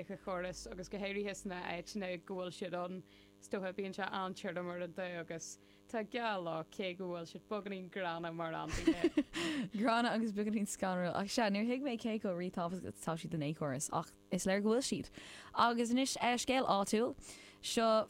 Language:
Irish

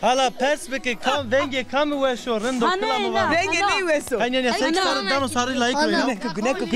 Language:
Zaza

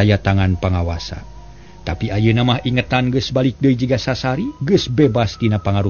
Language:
Sundanese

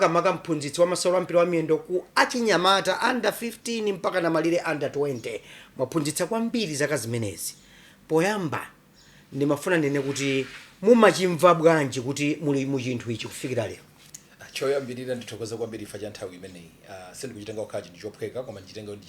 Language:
Nyanja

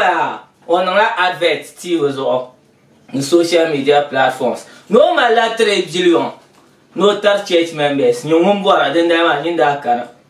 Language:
Dagbani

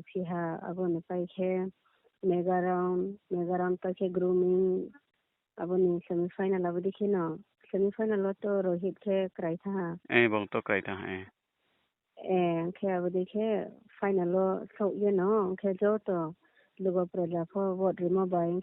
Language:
Riang (India)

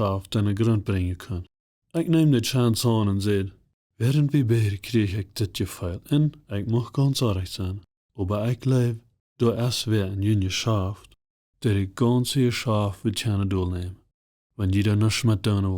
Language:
Plautdietsch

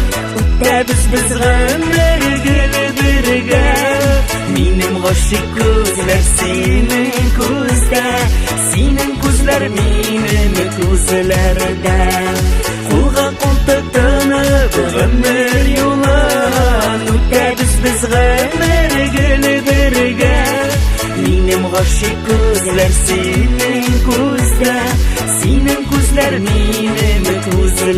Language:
Bashkir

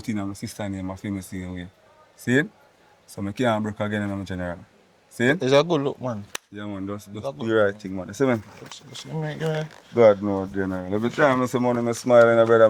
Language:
Jamaican Creole English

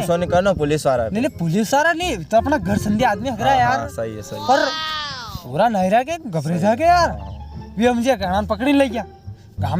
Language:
Rajasthani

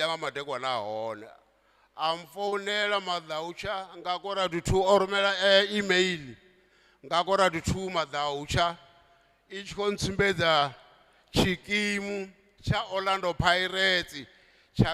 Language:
Venda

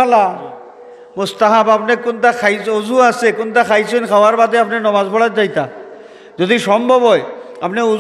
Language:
Sylheti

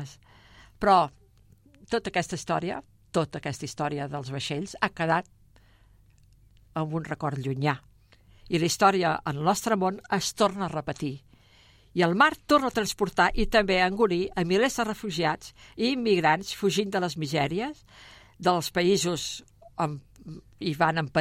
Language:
Catalan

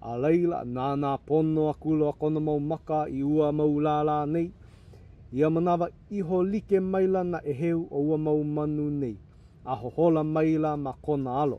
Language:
Hawaiian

